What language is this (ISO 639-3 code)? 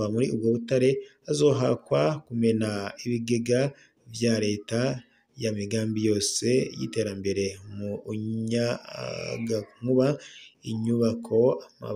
run